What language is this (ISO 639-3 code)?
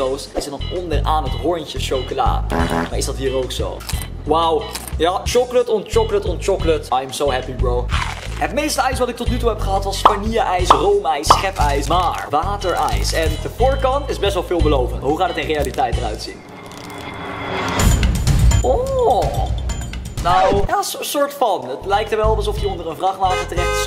nld